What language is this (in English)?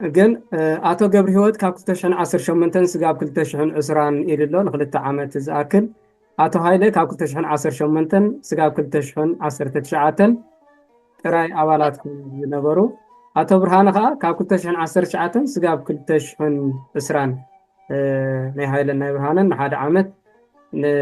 Tigrinya